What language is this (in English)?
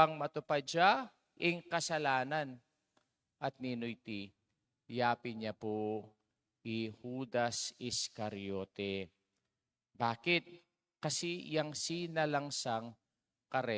Pampanga